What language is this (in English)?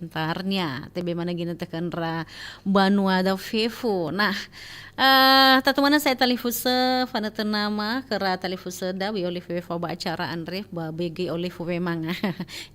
Nias